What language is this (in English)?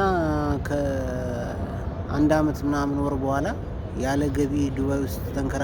Amharic